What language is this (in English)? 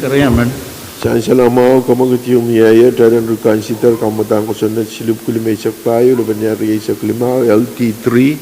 Pohnpeian